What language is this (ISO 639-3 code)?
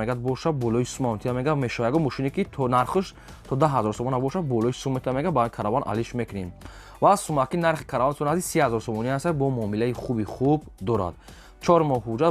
tgk